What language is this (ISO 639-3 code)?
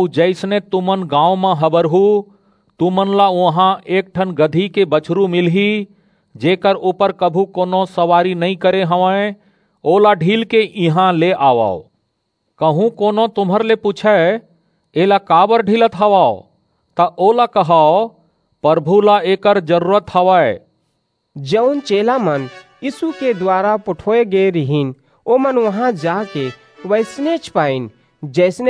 hne